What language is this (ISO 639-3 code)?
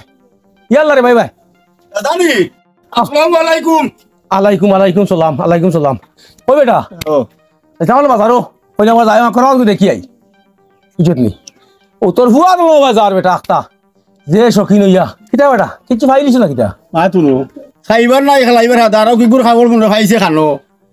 syl